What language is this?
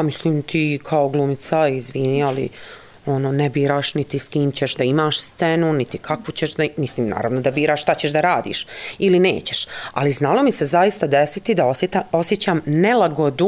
Serbian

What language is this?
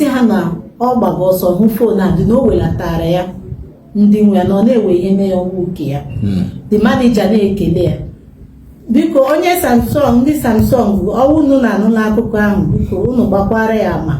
Igbo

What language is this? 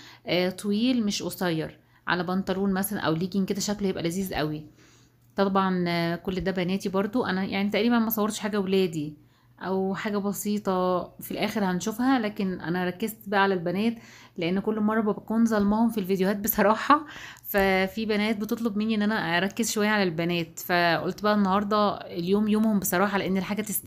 Egyptian Arabic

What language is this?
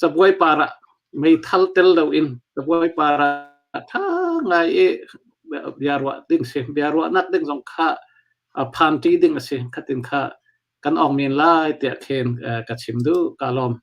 Hakha Chin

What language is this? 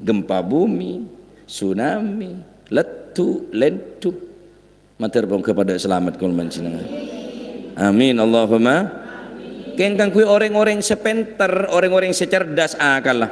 Madurese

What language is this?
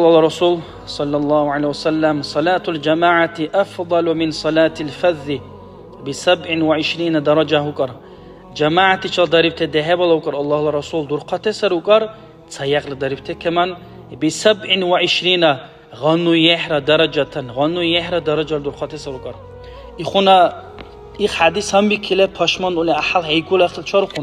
Dargwa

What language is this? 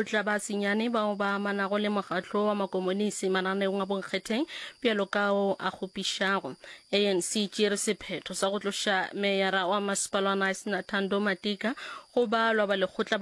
Northern Sotho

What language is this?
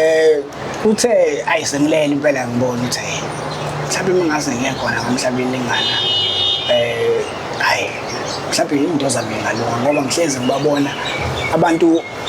Zulu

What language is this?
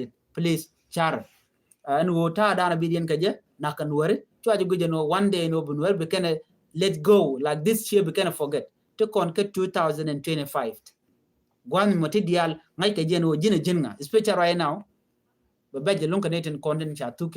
Nuer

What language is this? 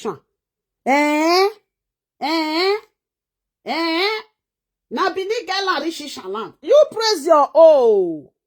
Nigerian Pidgin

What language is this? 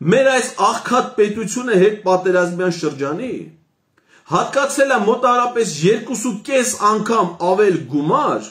Armenian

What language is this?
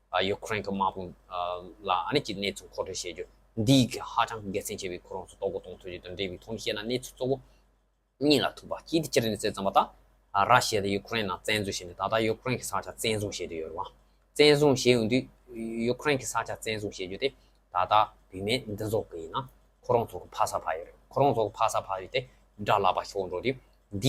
Tibetan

